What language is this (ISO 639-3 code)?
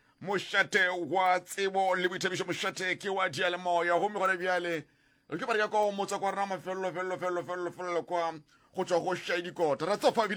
nso